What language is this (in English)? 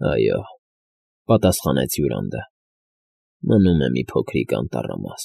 Armenian